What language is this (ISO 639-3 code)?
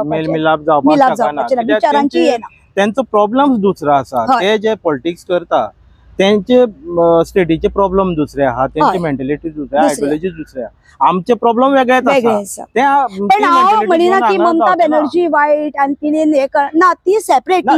kok